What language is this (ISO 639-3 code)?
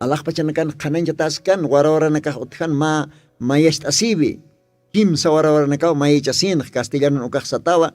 aym